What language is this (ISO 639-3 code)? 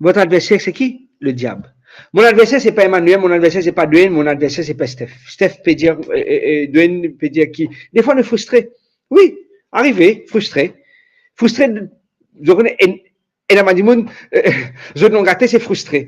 mfe